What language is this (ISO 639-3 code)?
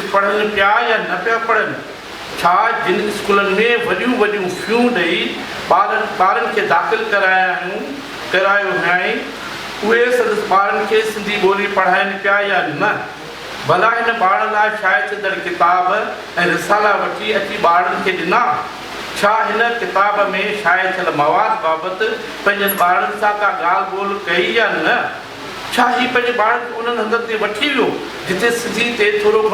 snd